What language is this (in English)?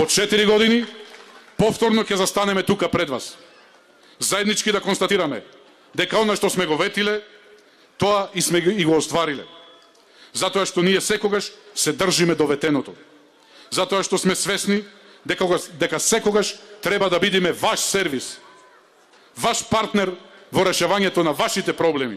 Macedonian